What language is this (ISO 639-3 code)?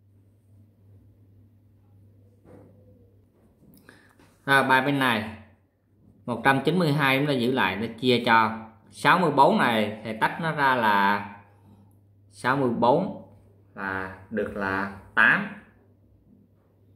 vie